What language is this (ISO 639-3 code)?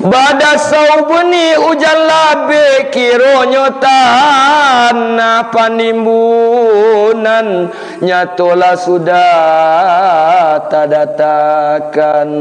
min